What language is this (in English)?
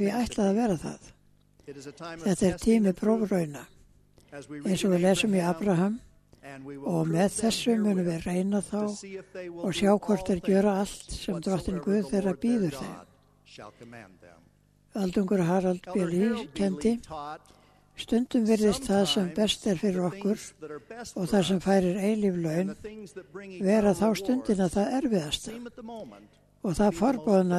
Icelandic